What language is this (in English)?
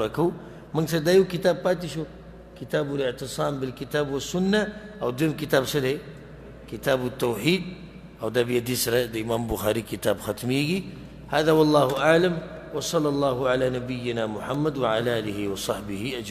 Pashto